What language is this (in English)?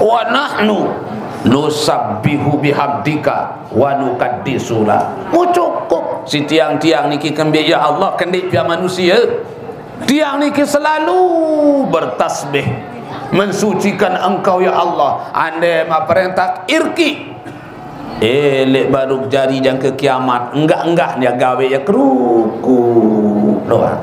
Sasak